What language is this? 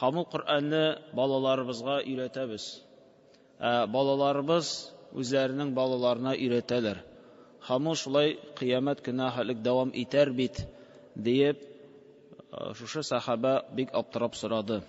Tatar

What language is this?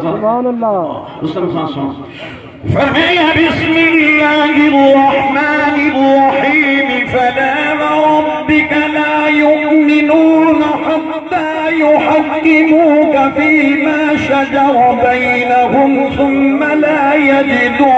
Saraiki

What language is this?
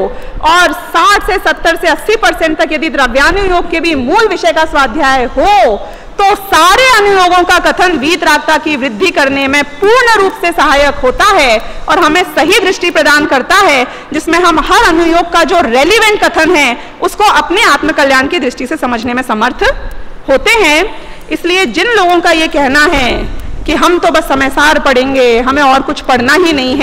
Hindi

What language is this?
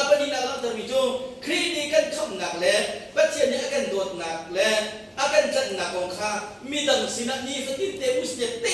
Hakha Chin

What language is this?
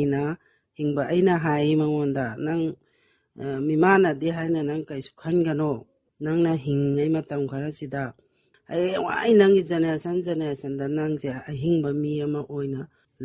Manipuri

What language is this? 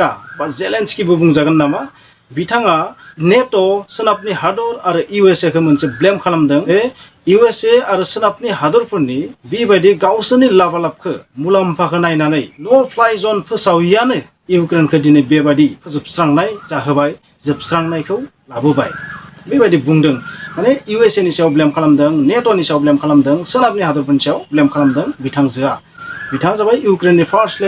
Bodo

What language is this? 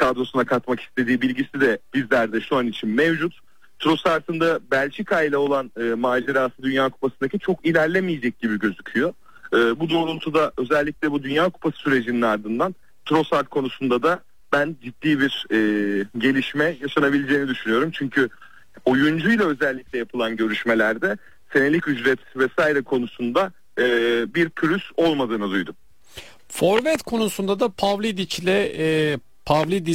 Turkish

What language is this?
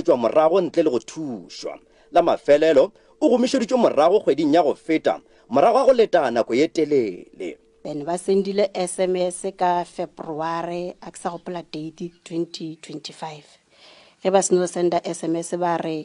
Northern Sotho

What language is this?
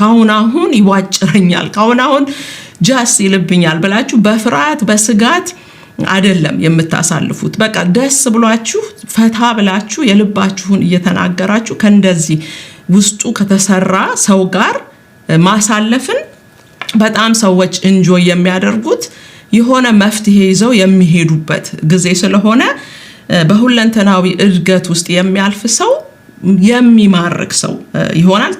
Amharic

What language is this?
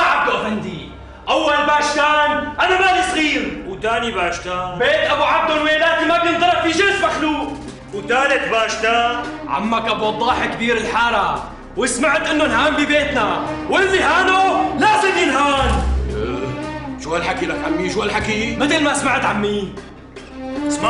North Levantine Arabic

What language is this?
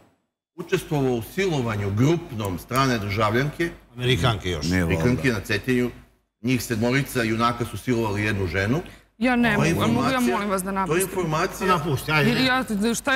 Serbian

